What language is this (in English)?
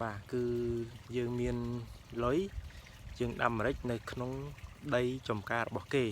Khmer